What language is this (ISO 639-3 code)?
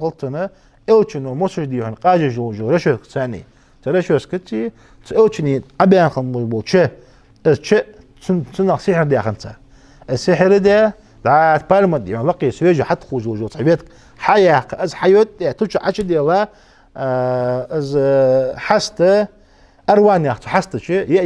inh